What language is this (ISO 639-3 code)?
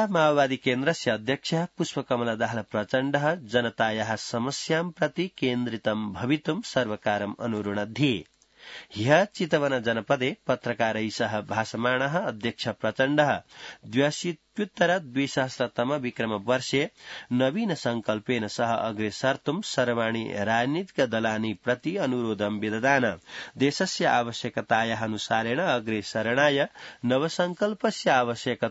san